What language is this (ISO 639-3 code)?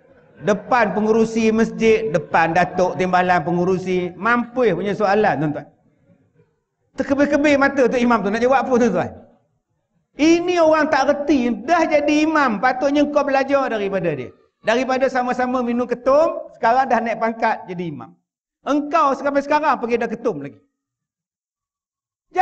msa